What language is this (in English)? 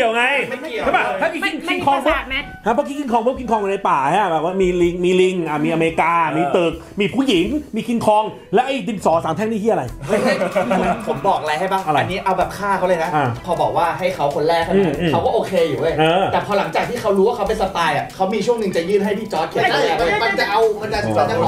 Thai